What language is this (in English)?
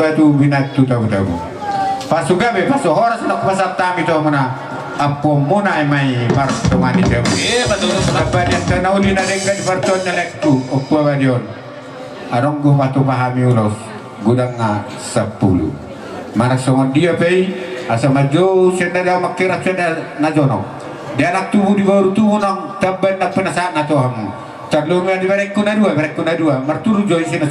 Batak Toba